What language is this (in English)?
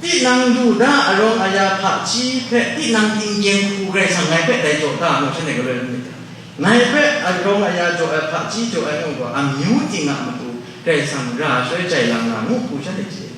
Kachin